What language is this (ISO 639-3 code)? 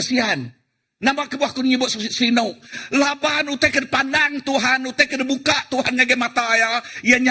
iba